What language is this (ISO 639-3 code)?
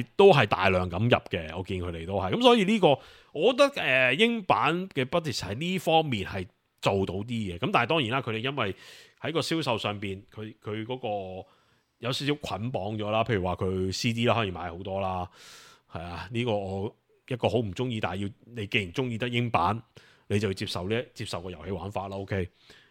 yue